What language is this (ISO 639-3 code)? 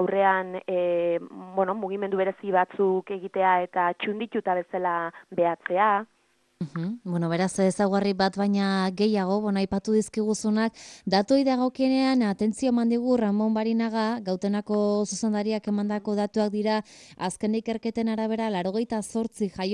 eus